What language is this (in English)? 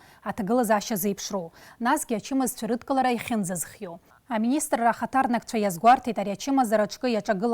Abkhazian